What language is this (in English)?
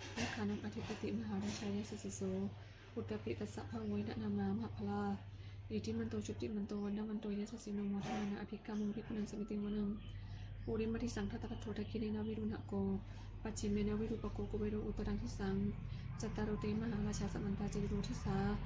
Pali